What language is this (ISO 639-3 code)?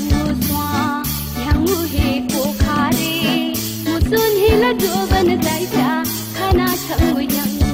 new